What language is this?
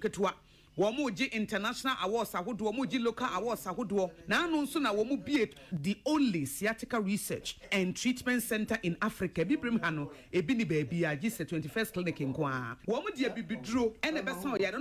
Akan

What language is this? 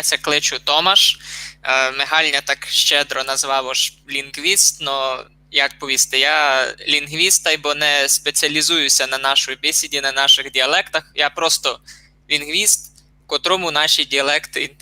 Rusyn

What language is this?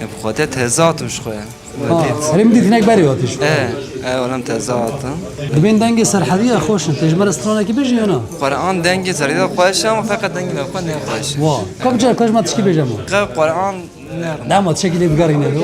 Kurdish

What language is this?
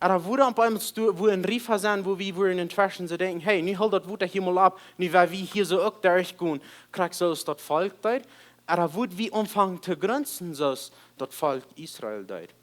Plautdietsch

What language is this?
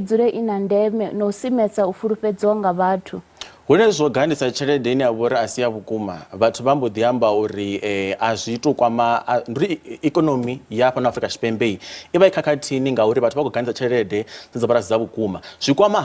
Venda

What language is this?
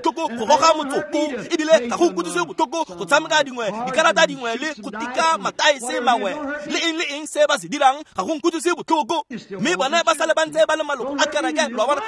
Tswana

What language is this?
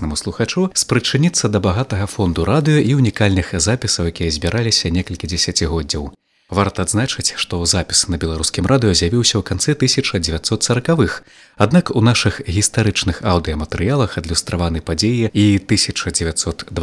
Belarusian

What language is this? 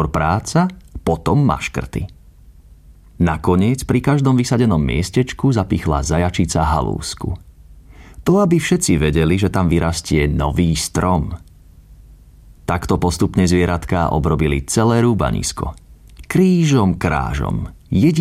Slovak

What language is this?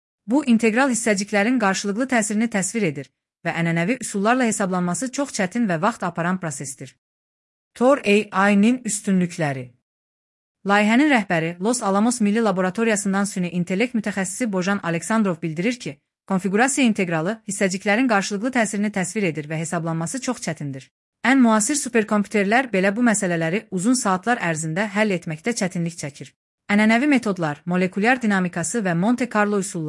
Azerbaijani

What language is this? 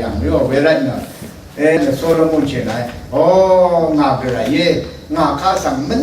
Rawang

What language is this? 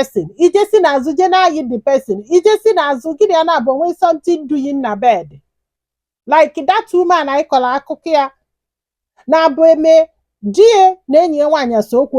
Igbo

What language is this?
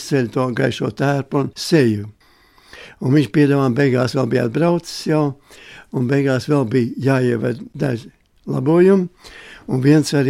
Latvian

